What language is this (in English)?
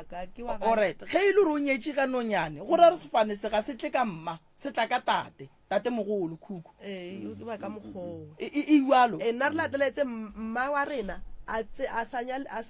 Northern Sotho